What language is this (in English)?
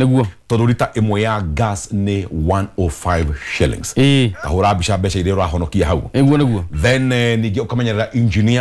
Kikuyu